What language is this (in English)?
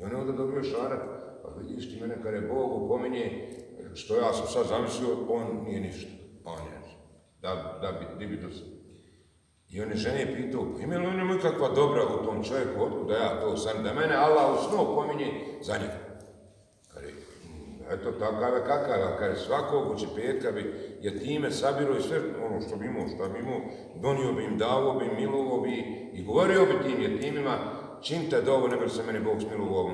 Bosnian